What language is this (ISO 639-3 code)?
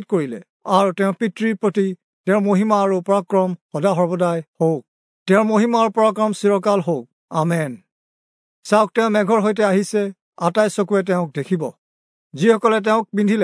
asm